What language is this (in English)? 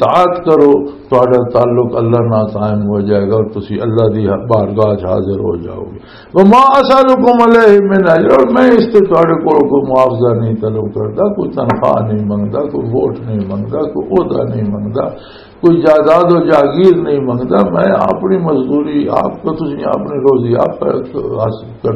Western Panjabi